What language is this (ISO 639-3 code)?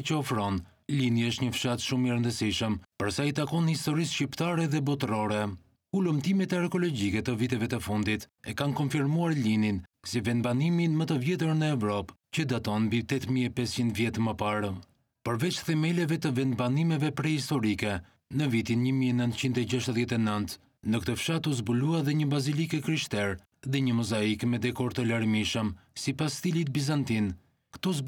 sqi